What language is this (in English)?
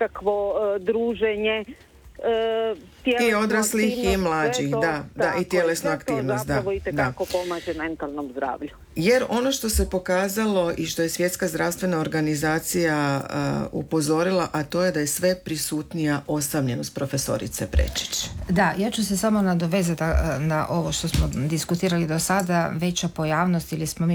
Croatian